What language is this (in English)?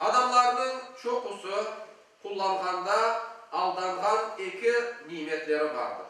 Crimean Tatar